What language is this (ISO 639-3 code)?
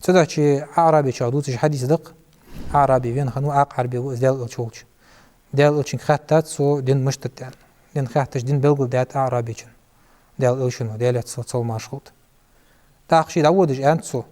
inh